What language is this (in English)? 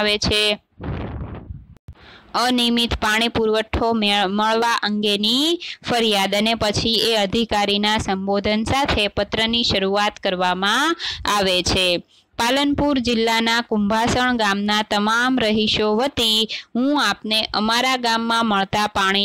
Gujarati